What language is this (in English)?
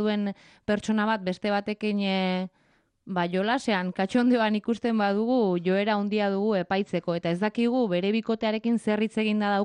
Basque